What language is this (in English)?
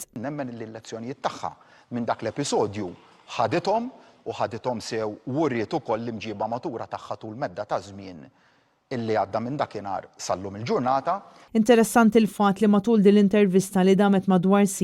Maltese